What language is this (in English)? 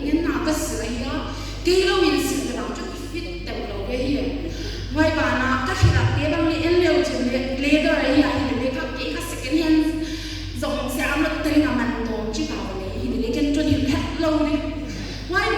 Paite Chin